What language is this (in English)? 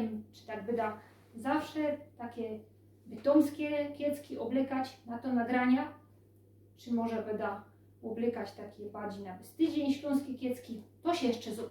Silesian